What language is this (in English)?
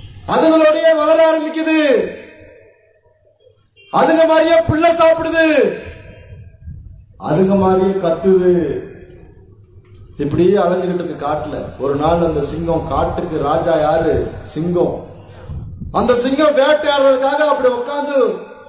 Tamil